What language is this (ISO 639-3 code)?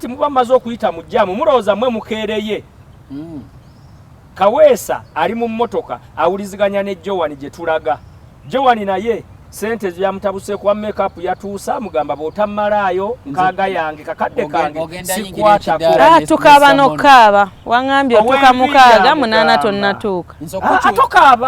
lug